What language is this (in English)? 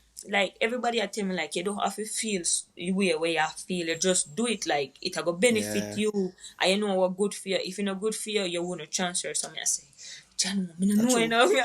Jamaican Creole English